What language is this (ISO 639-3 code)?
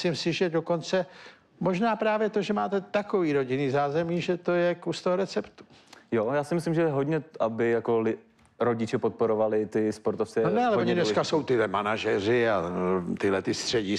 ces